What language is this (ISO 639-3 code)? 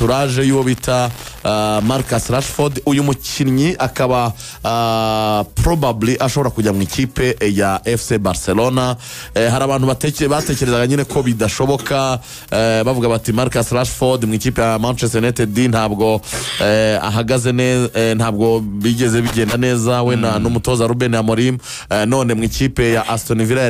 kin